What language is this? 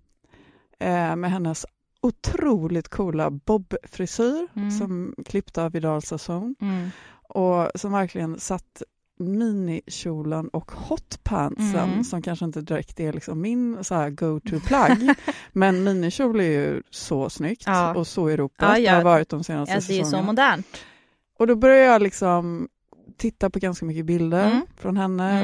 Swedish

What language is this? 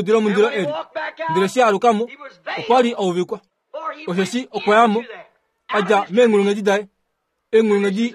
Kuanyama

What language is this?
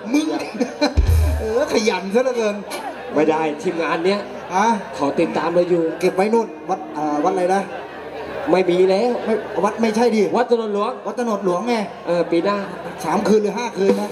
Thai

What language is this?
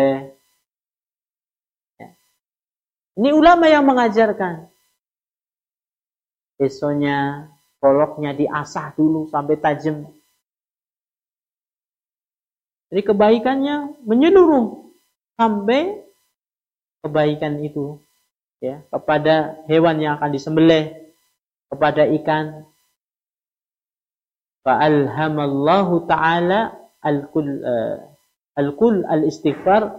Indonesian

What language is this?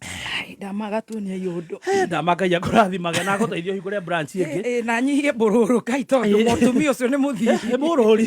Kikuyu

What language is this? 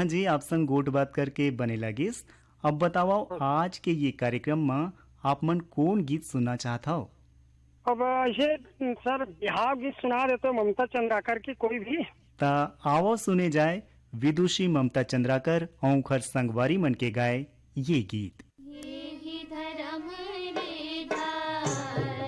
Chhattisgarhi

